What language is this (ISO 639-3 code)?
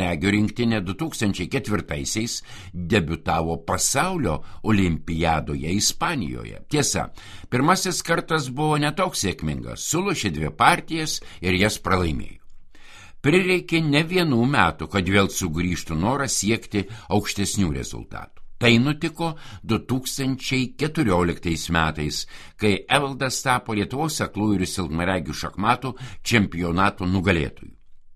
lit